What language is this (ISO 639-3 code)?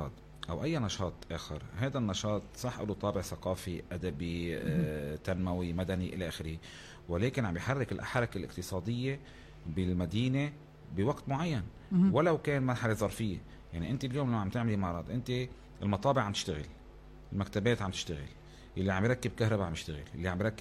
apc